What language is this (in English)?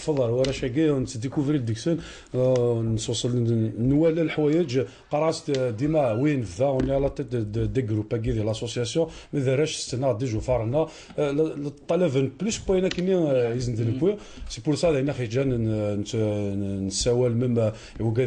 Kabyle